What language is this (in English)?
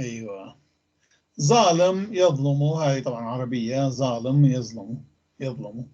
North Levantine Arabic